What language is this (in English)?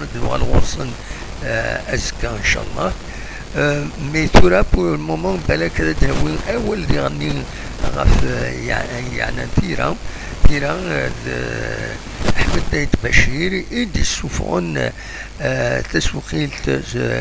Kabyle